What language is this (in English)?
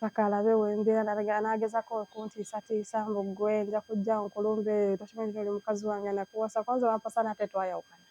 Ganda